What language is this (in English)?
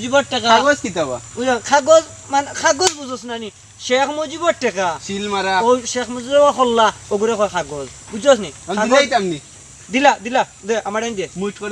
Sylheti